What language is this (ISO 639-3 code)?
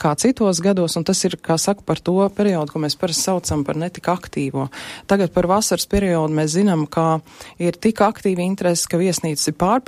lav